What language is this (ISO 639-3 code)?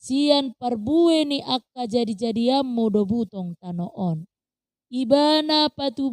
bbc